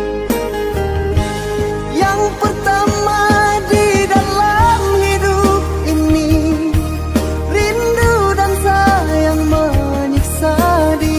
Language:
Indonesian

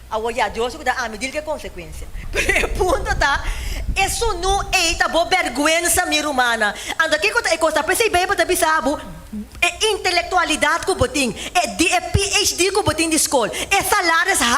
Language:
Papiamento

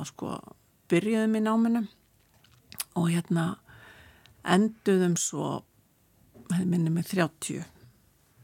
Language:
Icelandic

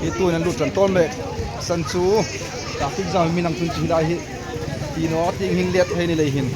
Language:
Hmar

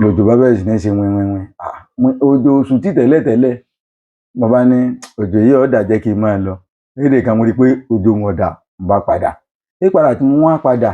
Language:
Yoruba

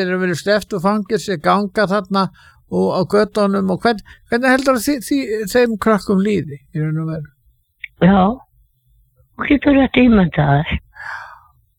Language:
Icelandic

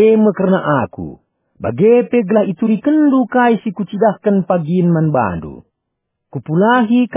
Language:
Batak Karo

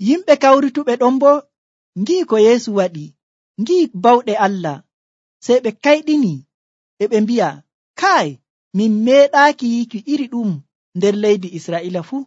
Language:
Nigerian Fulfulde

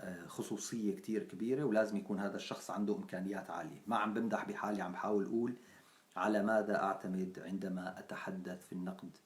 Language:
North Levantine Arabic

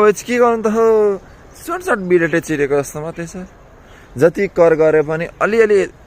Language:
Nepali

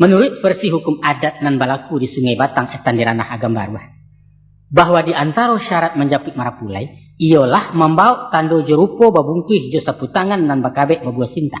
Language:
Minangkabau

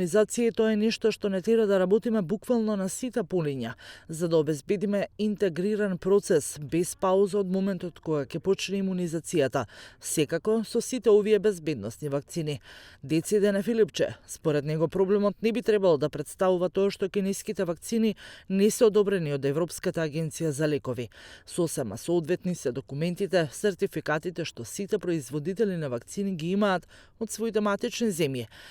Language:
Macedonian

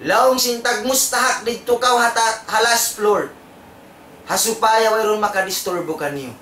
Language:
Tausug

